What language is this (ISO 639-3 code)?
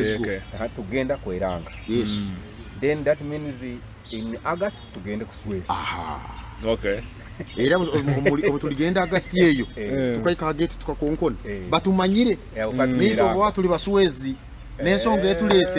nyo